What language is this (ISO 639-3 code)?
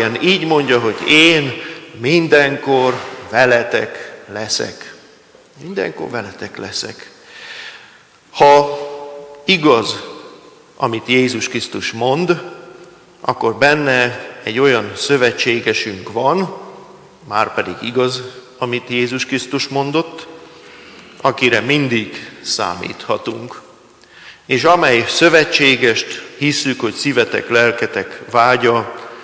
hun